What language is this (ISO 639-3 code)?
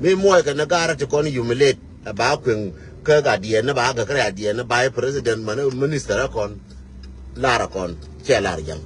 nus